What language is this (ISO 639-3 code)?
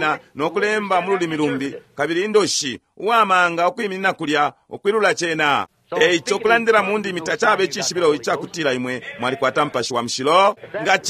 bem